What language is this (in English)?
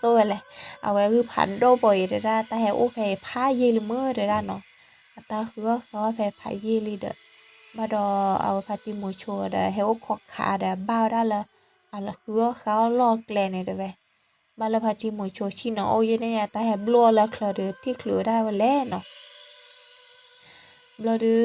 S'gaw Karen